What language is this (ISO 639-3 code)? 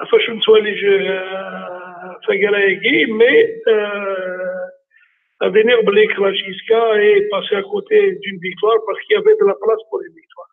kab